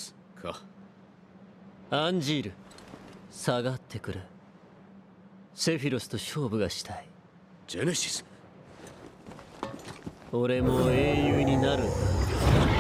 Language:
Japanese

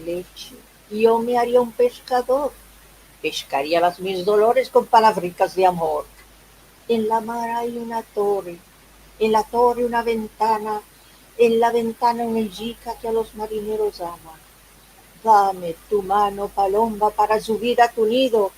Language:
Ladino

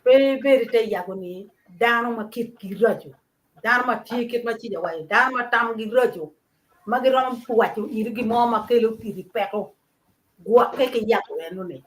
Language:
Acoli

